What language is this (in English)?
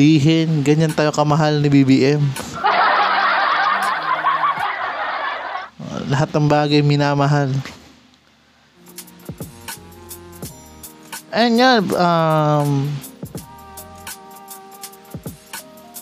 Filipino